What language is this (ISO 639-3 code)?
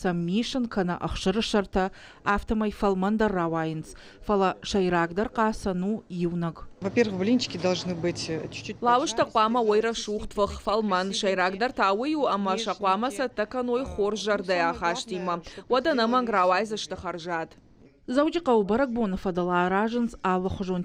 oss